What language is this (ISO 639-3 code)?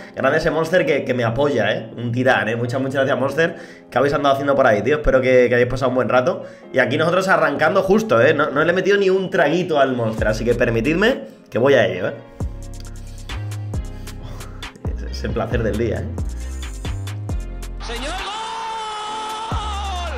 spa